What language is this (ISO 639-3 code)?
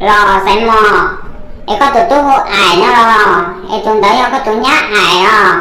hmn